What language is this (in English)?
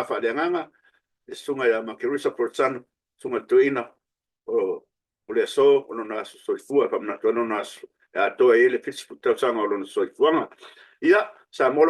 Samoan